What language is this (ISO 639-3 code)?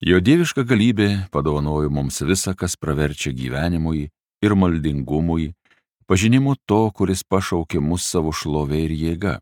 lit